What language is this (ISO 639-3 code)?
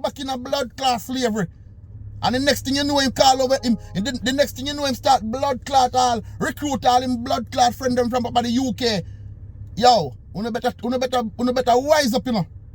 jam